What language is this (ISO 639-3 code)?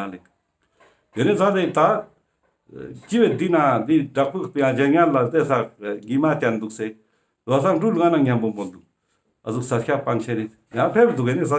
lbj